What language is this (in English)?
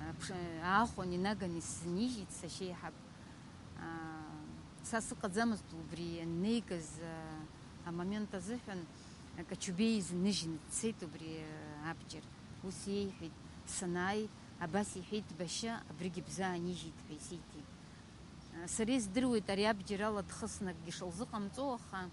Abkhazian